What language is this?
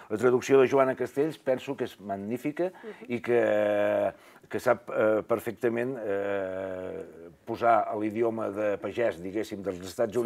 Catalan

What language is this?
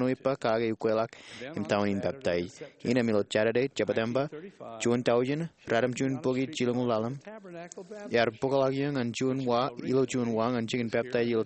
Marshallese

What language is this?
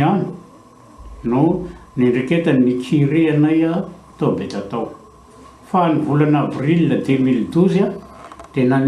Malagasy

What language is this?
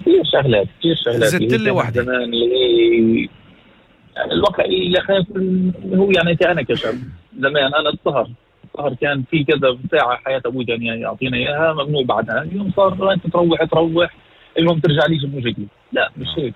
North Levantine Arabic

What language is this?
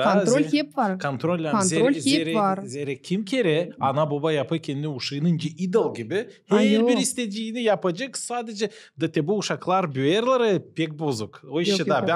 Gagauz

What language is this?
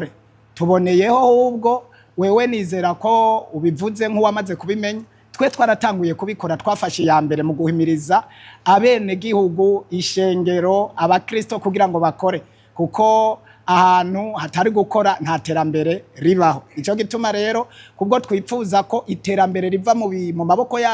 Rundi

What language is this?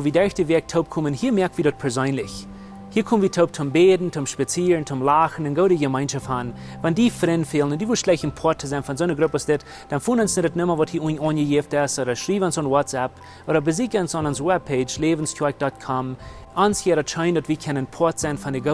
Plautdietsch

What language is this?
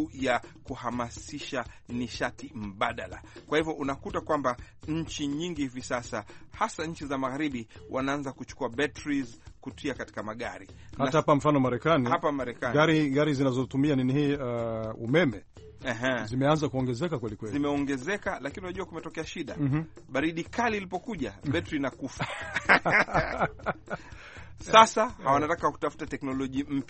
Swahili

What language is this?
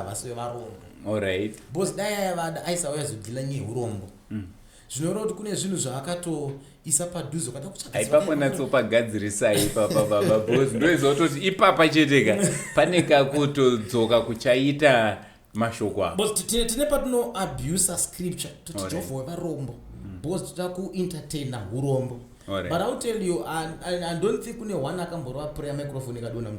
Shona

